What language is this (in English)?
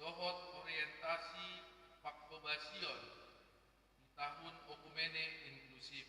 Batak Toba